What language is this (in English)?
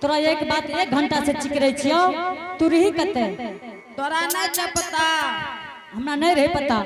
Angika